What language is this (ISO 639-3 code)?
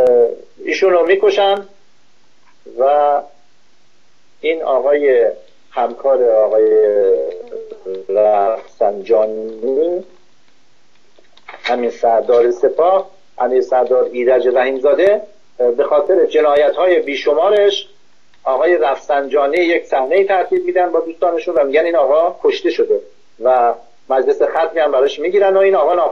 fas